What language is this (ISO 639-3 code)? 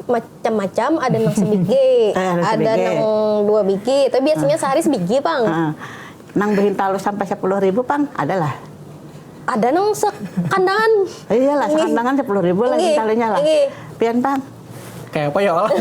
bjn